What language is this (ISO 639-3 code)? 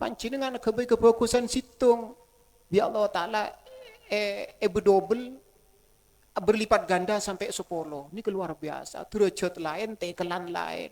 mad